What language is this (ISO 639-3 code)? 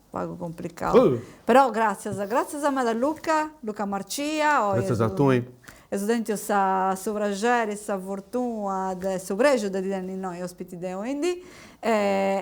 srd